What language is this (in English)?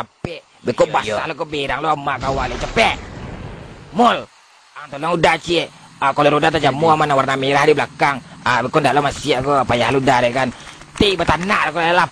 Minangkabau